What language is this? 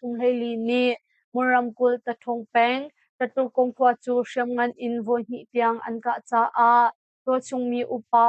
Hakha Chin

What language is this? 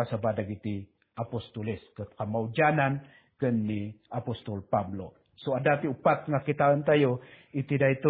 Iloko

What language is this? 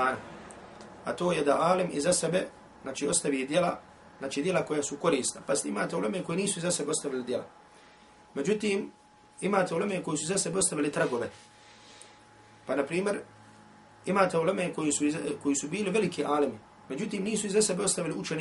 Bosnian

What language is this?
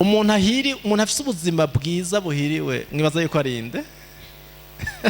Rundi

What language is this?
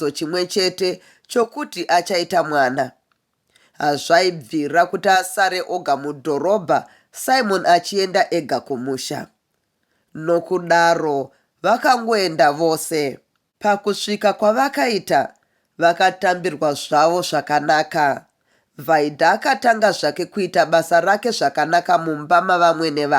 Shona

